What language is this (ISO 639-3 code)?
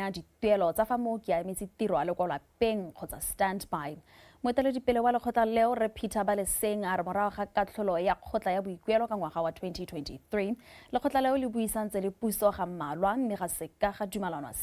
tsn